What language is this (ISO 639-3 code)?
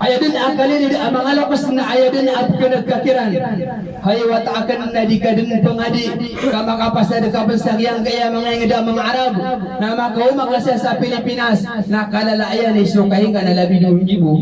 mrw